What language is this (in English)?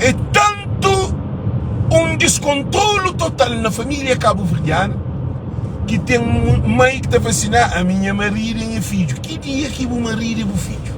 Kabuverdianu